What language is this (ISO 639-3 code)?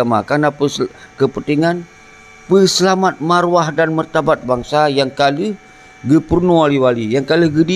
ace